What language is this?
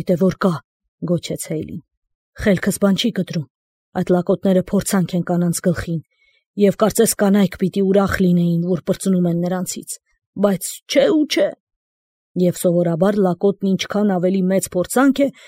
Armenian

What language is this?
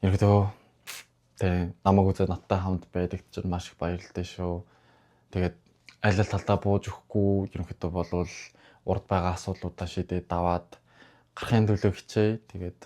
Mongolian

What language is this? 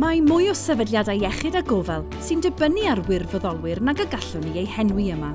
Welsh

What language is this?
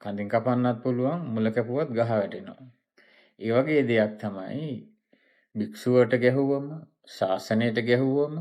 Sinhala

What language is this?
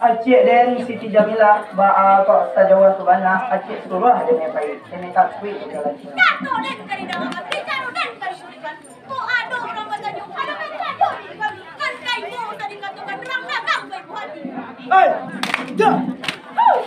Minangkabau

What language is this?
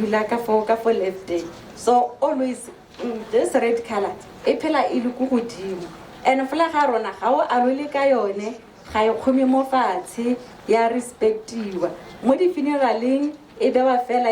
Tswana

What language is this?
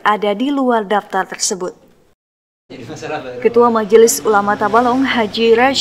Indonesian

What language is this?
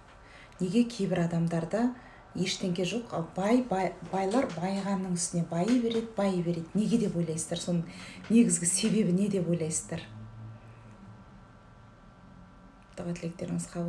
Kazakh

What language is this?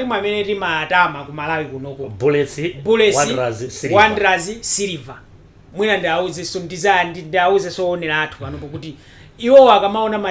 Nyanja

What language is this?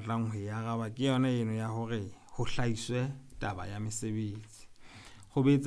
Southern Sotho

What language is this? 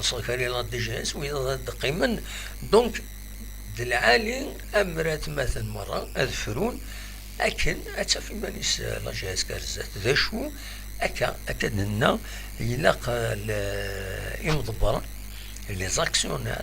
Kabyle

